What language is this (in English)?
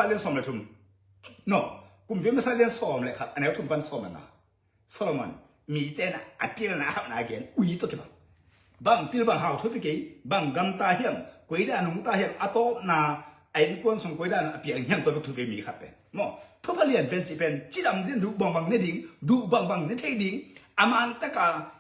Tedim Chin